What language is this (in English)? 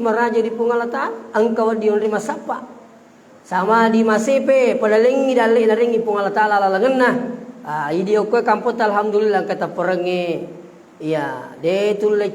Buginese